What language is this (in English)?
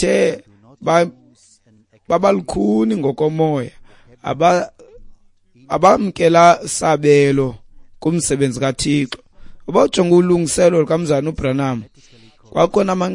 Xhosa